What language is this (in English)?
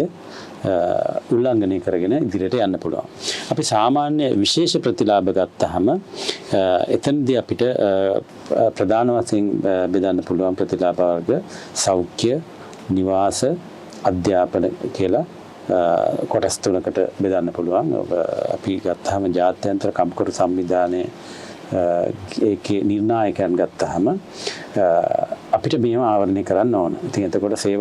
Sinhala